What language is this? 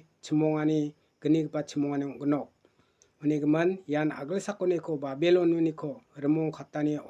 Garo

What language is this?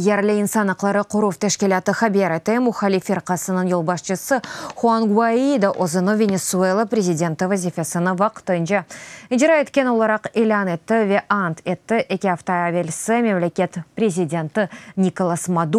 Crimean Tatar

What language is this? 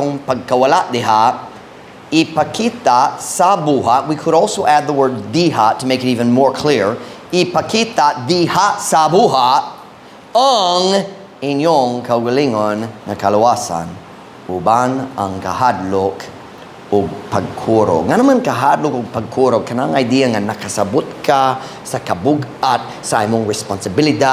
Cebuano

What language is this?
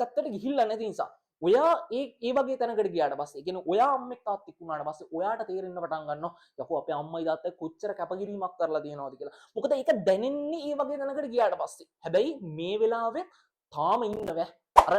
Sinhala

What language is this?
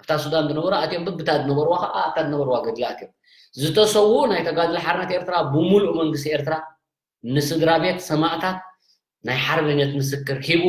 Tigrinya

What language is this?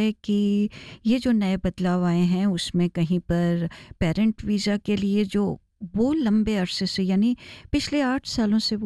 Hindi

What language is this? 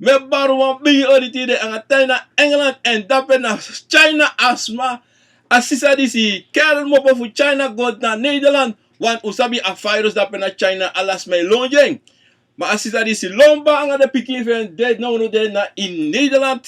Sranan Tongo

